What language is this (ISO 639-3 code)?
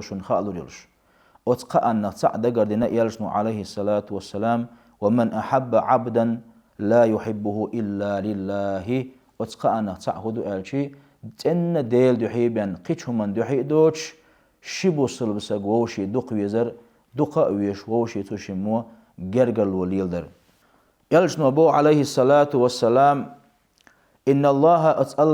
che